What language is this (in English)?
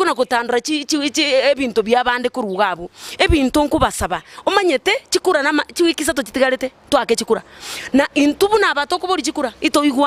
Gusii